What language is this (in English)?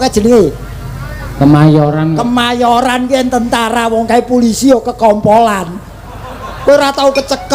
Javanese